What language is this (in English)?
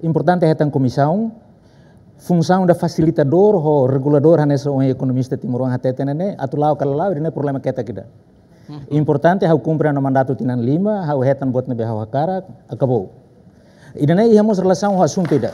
Tetum